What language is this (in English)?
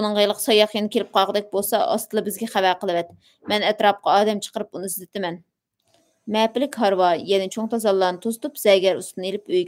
Uyghur